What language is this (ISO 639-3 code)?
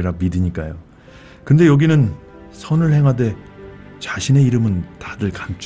kor